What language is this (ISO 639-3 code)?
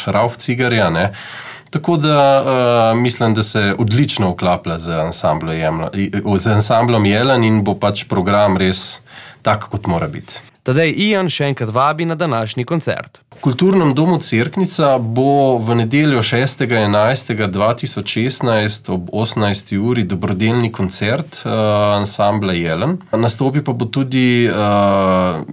slv